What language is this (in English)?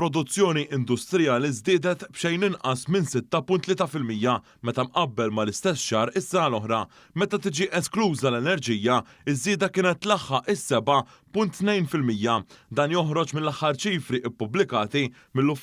Maltese